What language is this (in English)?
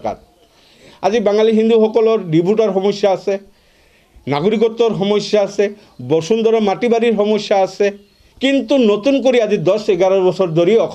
Assamese